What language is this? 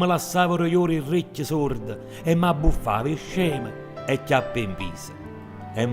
Neapolitan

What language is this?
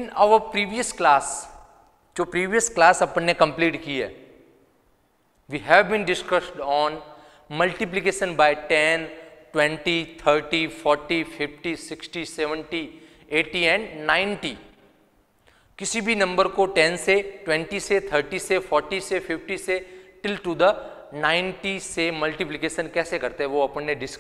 Hindi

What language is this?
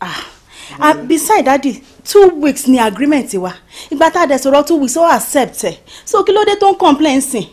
Yoruba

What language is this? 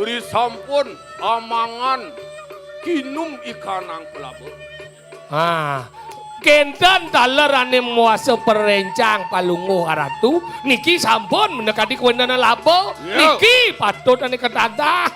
Balinese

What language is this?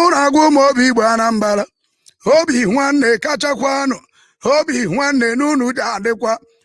Igbo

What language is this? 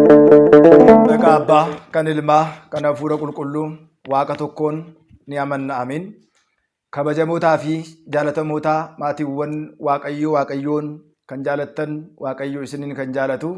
Oromo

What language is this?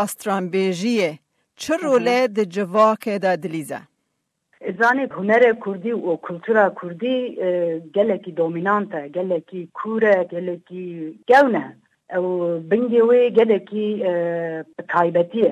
Kurdish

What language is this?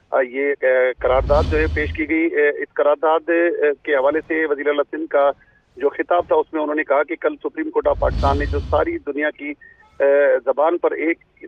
Urdu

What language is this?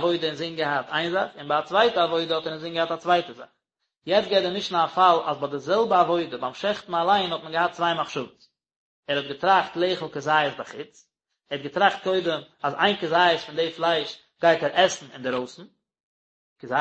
Yiddish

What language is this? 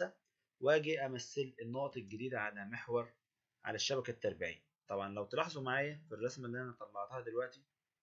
Egyptian Arabic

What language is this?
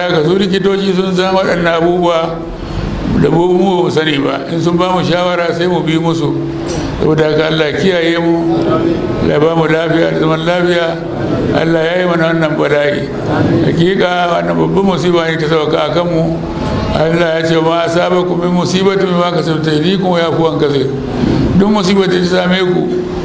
Hausa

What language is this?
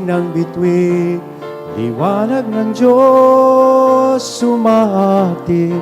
Bikol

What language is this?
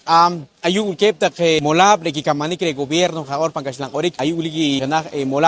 Poqomchi'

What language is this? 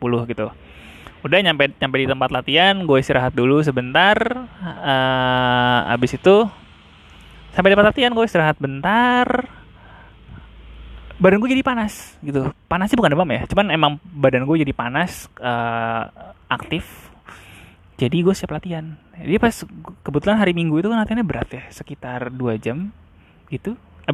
Indonesian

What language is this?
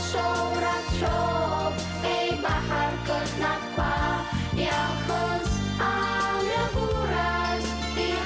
Abkhazian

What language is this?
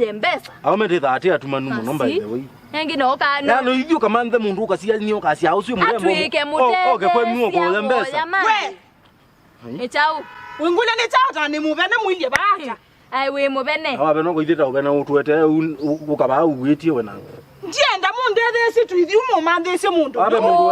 Kamba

